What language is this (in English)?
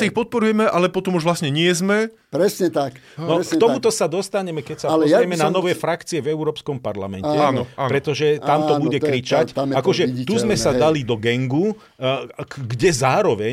Slovak